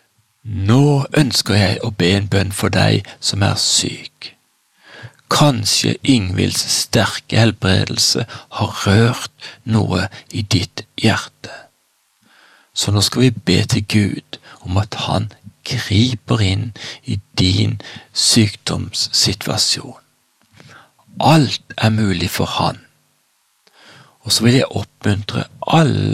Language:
Norwegian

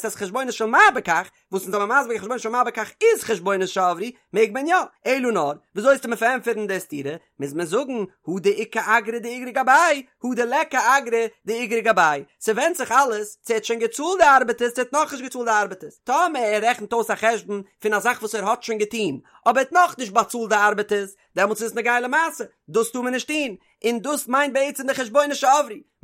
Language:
Yiddish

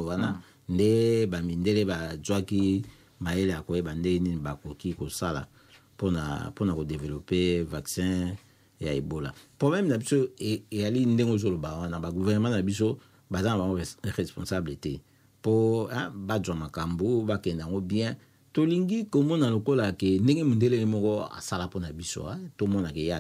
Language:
Lingala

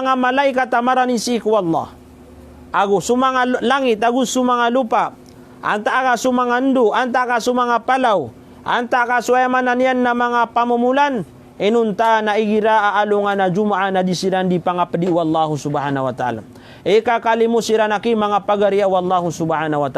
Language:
Maranao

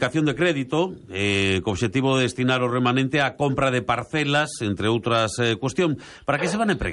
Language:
Galician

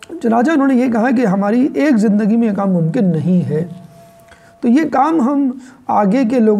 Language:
Urdu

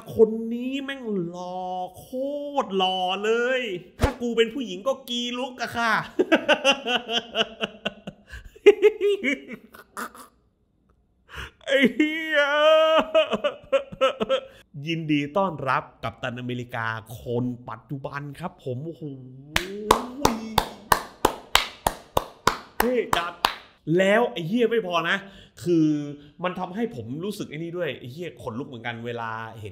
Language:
Thai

